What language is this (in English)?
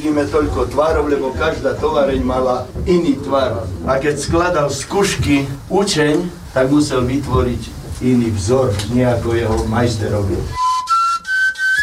Slovak